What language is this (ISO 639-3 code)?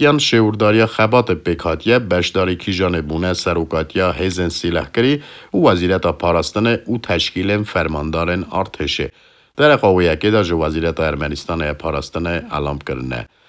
kur